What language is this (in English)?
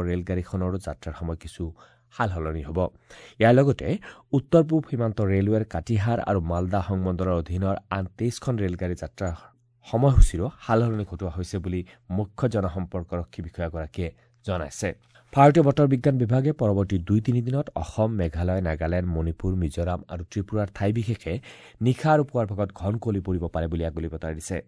Assamese